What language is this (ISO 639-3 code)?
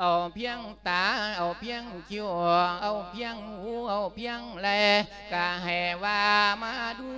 lao